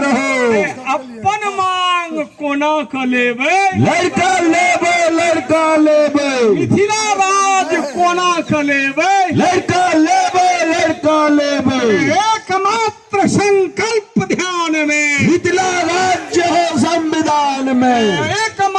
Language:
Maithili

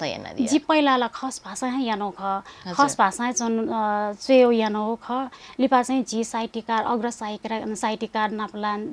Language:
Newari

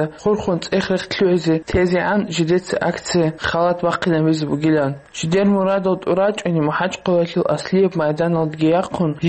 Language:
Avaric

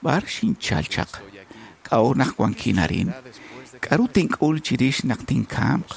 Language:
Kekchí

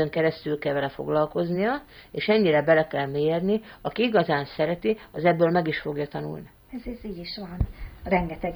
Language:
Hungarian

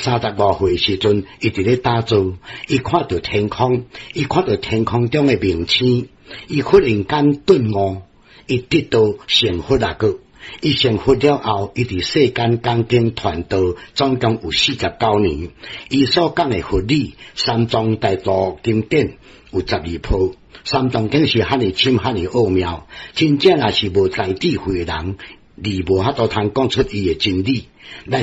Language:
Min Nan Chinese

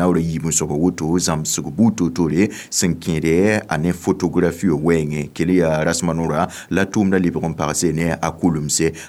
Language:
Mossi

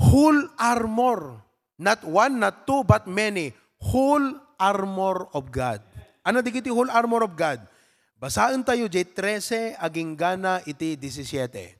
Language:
Iloko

